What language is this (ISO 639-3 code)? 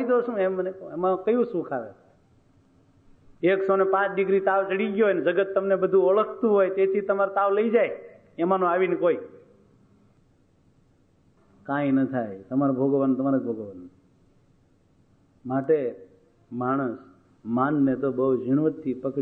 guj